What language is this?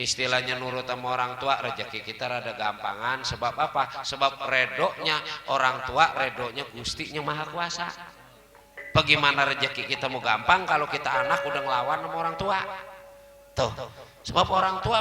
Betawi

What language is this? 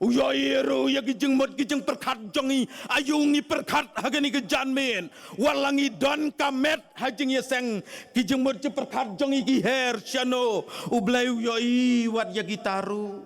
Khasi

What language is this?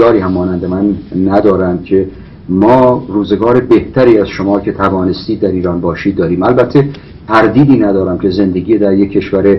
Persian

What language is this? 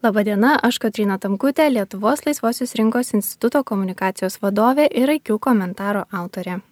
Lithuanian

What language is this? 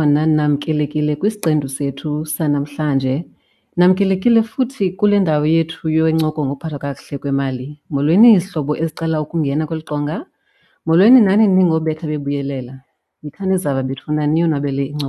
Xhosa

